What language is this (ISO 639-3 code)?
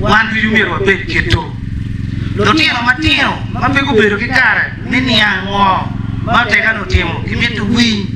ach